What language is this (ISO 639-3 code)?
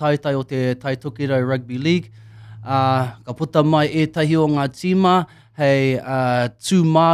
mri